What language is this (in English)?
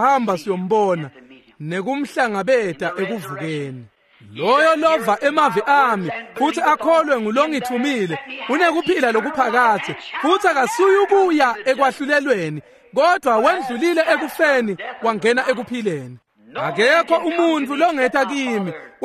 Swati